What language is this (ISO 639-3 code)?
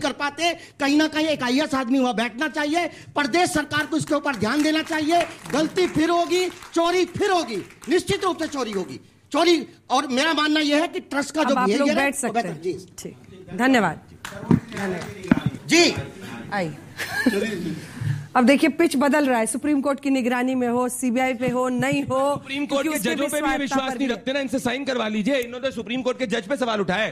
hin